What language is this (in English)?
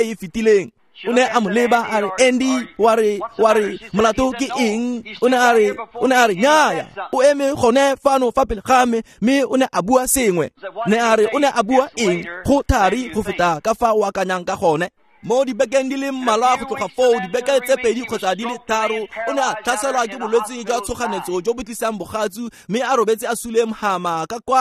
Tswana